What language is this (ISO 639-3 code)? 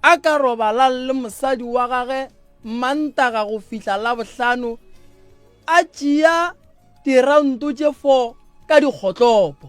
nso